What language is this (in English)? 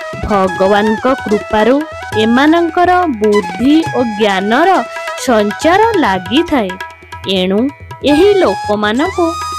Odia